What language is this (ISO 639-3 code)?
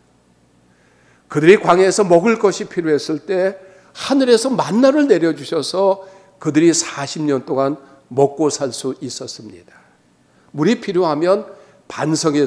kor